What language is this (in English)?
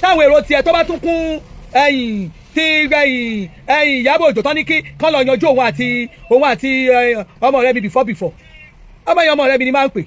Yoruba